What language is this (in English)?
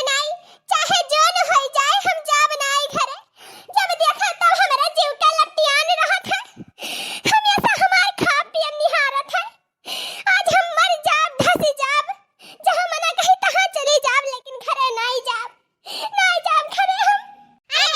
Awadhi